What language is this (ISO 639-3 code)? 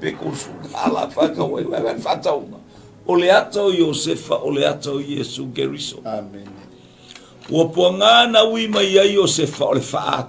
smo